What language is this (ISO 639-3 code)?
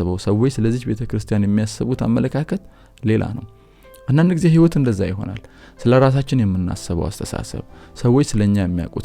amh